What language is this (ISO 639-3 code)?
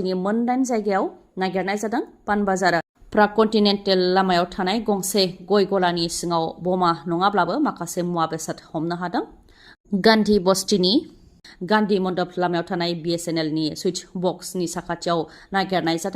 brx